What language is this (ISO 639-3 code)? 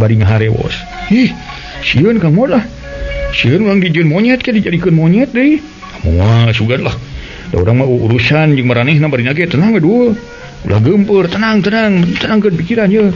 sun